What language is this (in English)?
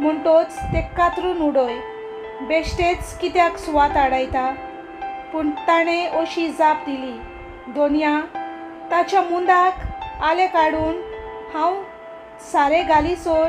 Konkani